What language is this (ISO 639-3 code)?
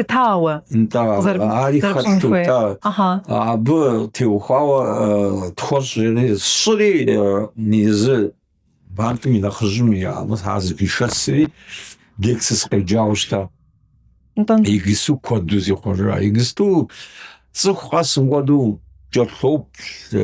kbd